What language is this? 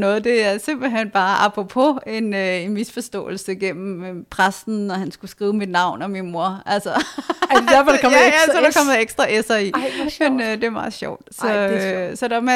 Danish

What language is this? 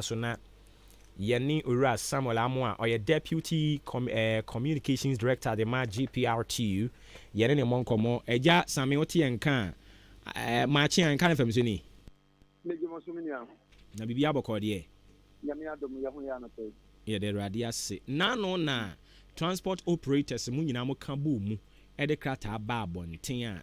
Akan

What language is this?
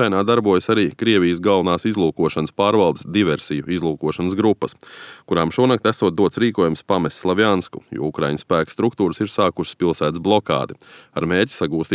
Latvian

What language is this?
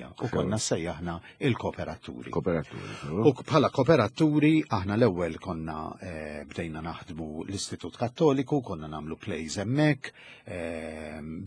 Maltese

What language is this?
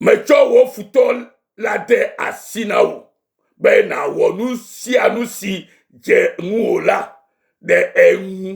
Ewe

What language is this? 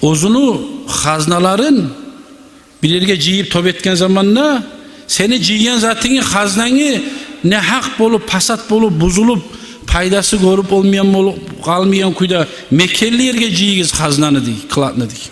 Kumyk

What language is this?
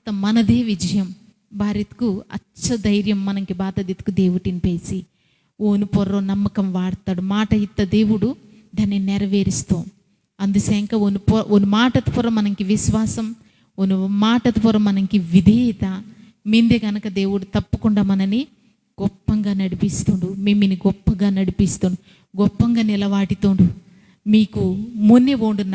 Koya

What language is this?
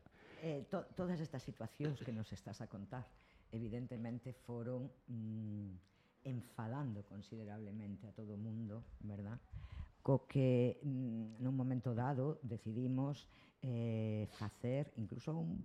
Galician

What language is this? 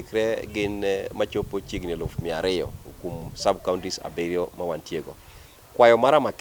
Luo (Kenya and Tanzania)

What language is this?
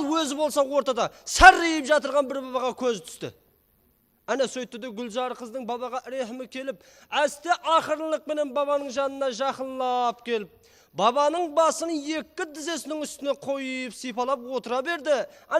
Kara-Kalpak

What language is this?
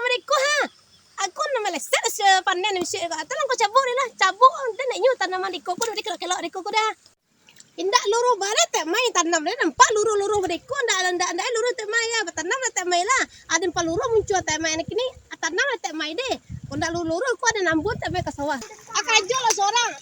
Minangkabau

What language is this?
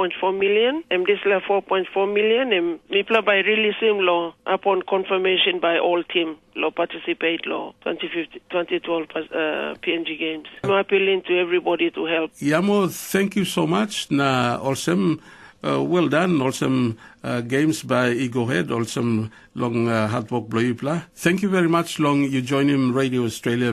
Tok Pisin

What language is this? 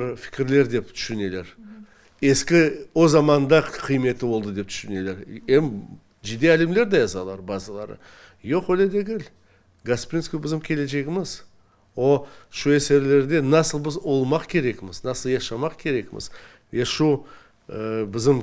Crimean Tatar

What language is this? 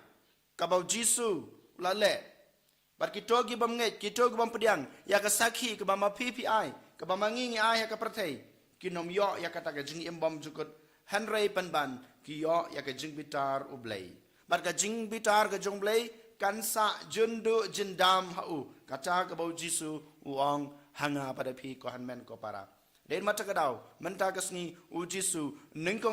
Khasi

